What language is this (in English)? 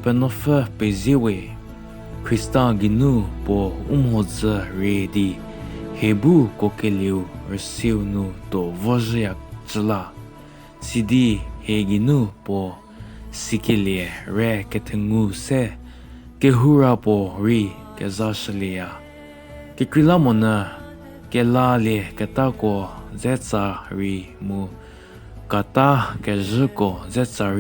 Angami Naga